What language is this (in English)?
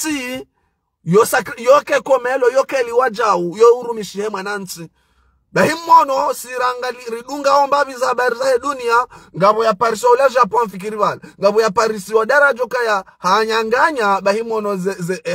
Ngazidja Comorian